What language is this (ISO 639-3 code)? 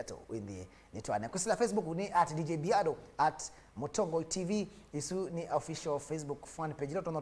kam